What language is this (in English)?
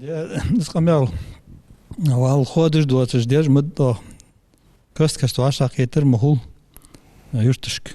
Ingush